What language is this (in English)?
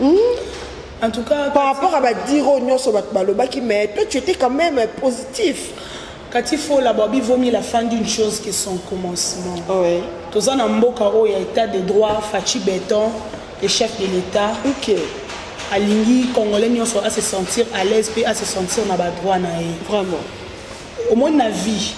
Lingala